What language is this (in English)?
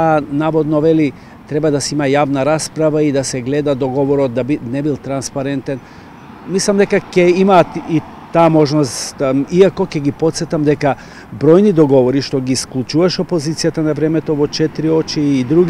Macedonian